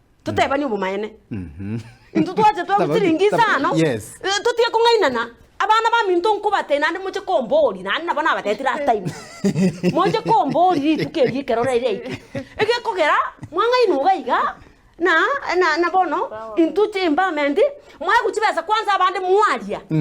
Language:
Gusii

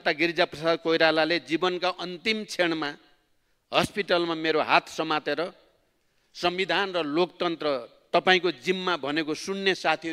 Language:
Nepali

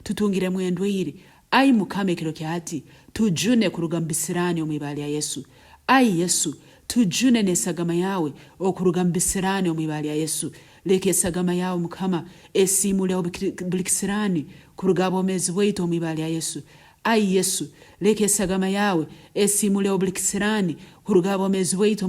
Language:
Nyankole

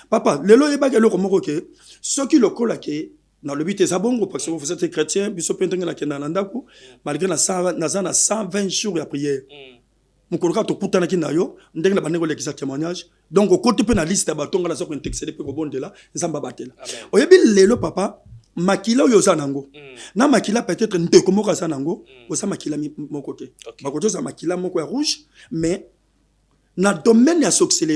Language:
Lingala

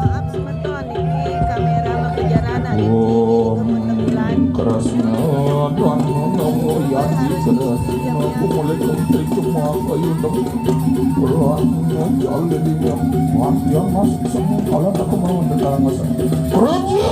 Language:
Balinese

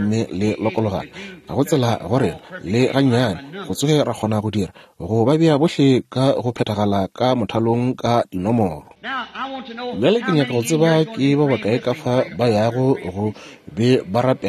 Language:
Northern Sotho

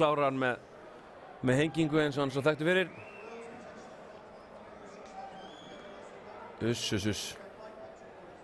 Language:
Icelandic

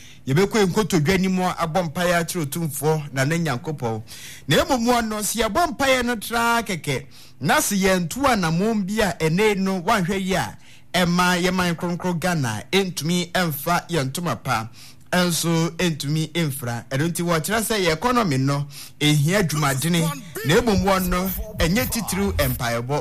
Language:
Akan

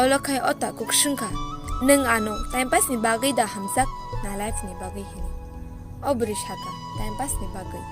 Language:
Kok Borok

